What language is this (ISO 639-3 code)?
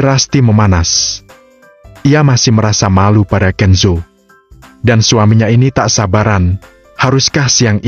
ind